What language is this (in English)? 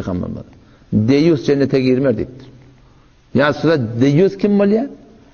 Turkmen